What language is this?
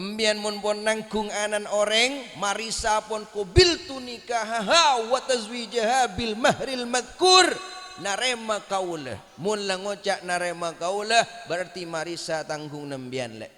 Madurese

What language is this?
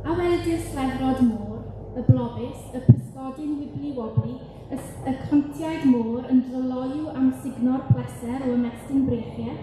Welsh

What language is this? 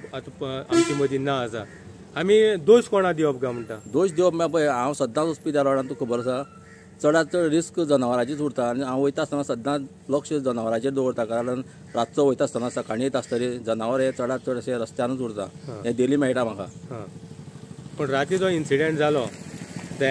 Konkani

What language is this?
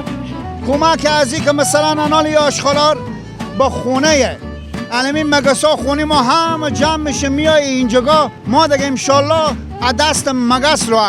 Persian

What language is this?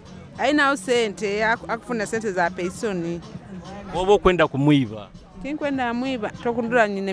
Nyoro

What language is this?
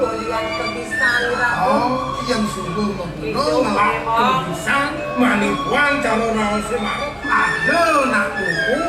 Balinese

